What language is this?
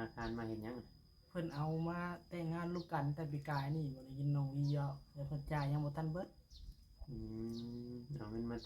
Northeastern Thai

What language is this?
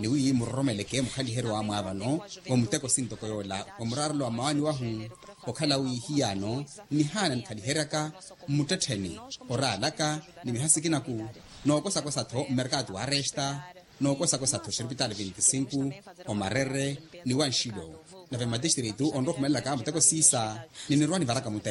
Makhuwa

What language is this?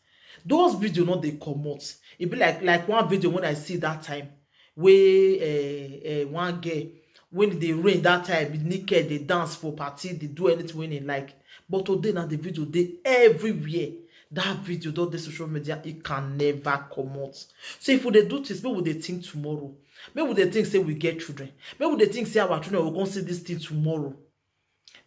Nigerian Pidgin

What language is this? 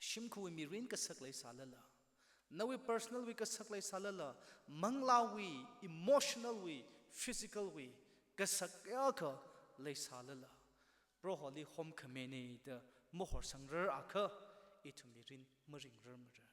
Tangkhul Naga (India)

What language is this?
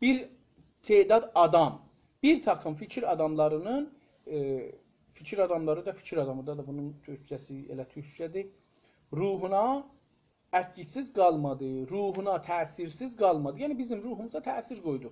South Azerbaijani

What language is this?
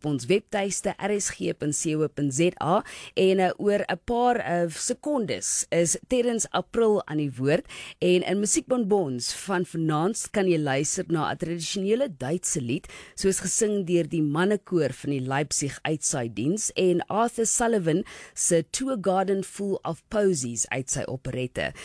Afrikaans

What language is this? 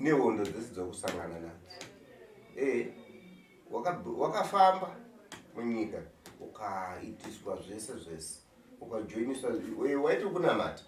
Shona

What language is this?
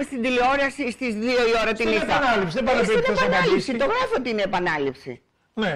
Greek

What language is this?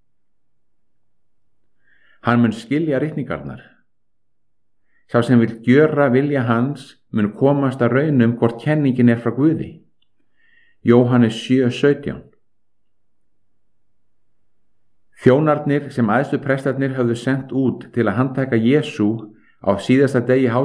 Icelandic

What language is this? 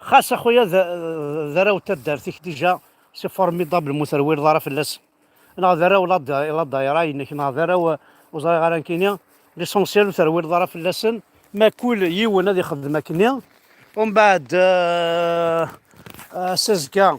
Kabyle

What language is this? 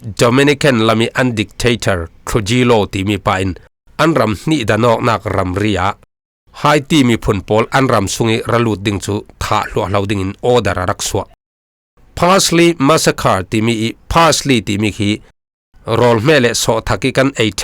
Falam Chin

